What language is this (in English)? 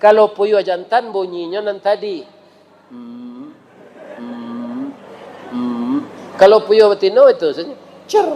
Minangkabau